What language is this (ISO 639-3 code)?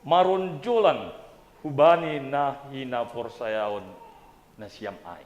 bts